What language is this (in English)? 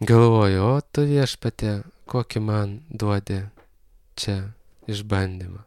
Lithuanian